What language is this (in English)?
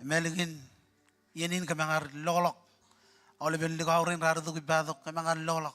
Marshallese